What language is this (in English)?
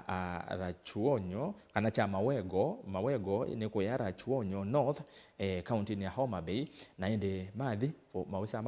Kamba